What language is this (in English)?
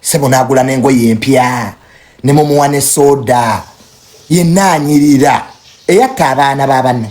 Ganda